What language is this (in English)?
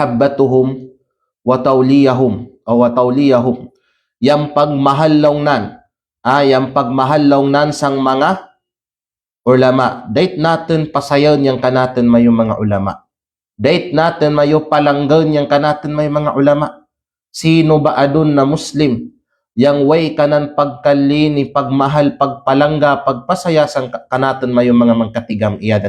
Kalagan